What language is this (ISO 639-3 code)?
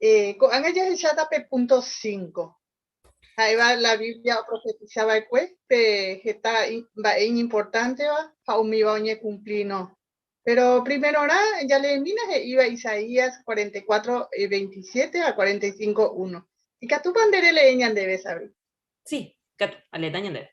grn